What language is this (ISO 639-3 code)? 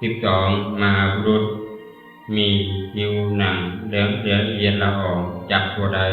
lao